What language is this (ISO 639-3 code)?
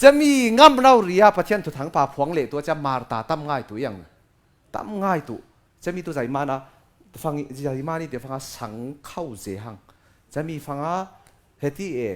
cfm